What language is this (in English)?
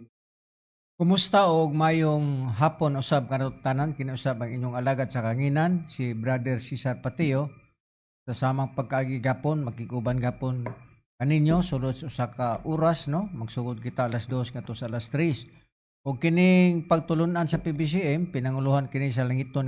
Cebuano